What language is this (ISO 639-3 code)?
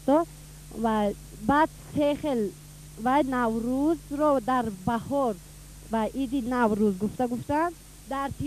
tgk